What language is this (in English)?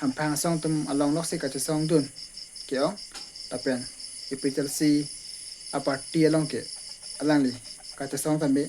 Karbi